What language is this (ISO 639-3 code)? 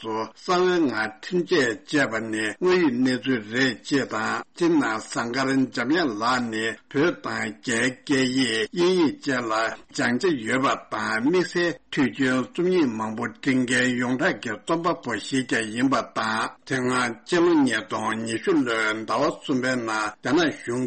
bod